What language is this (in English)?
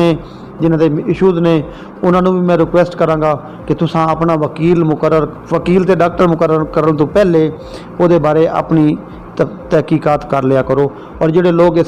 Saraiki